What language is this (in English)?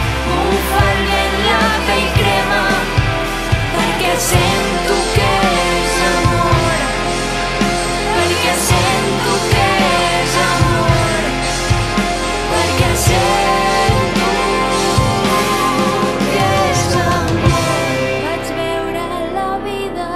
Catalan